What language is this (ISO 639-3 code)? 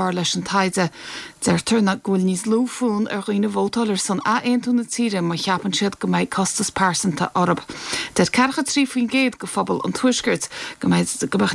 gle